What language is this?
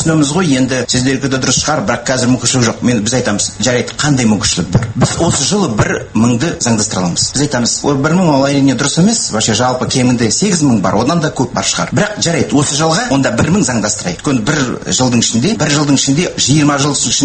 Kazakh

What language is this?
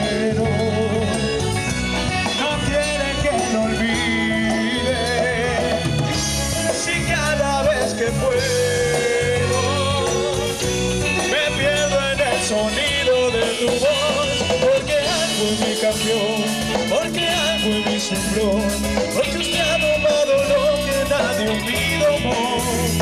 Spanish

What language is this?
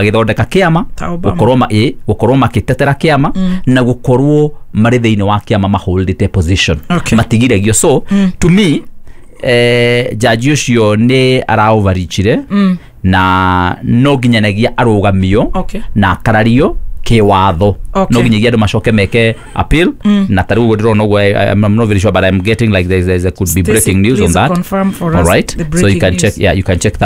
Kikuyu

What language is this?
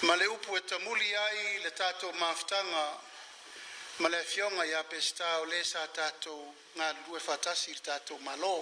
Samoan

